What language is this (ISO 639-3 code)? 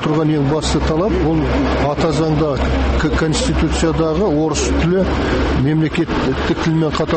kaz